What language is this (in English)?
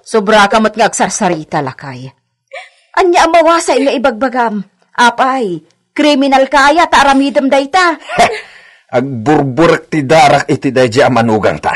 Iloko